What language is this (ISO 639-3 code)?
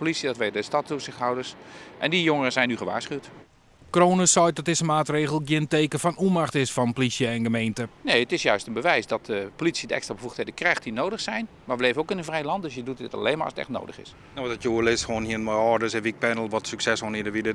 fry